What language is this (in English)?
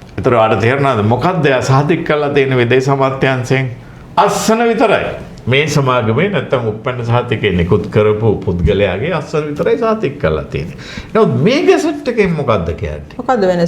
Sinhala